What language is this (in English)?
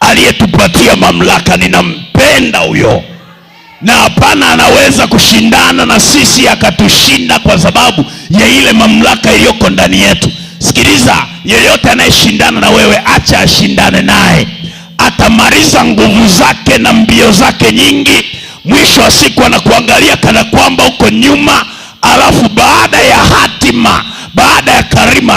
Swahili